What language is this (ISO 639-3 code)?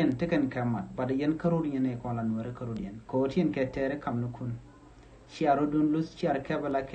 nus